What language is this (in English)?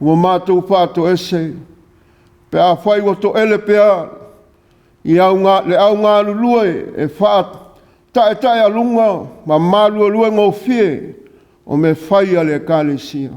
Samoan